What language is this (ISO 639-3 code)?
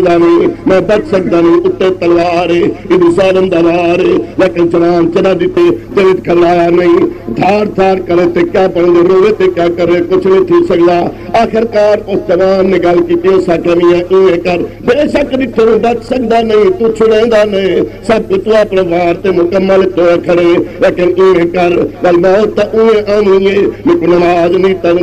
skr